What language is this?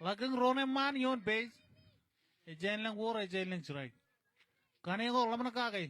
Marshallese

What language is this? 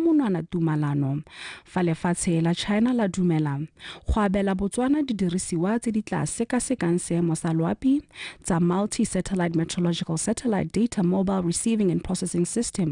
Tswana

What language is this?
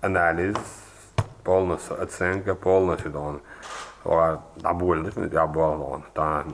Chechen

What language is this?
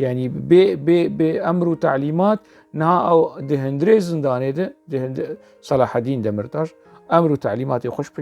Kurdish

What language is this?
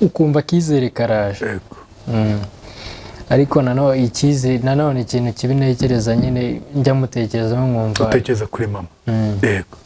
Kinyarwanda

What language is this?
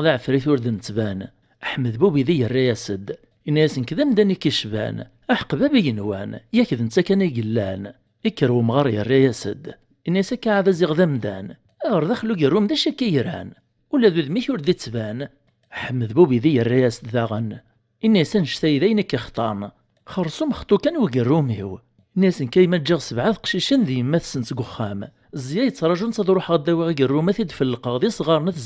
Kabyle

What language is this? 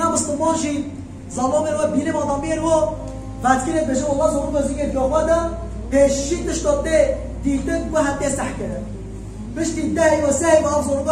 Kurdish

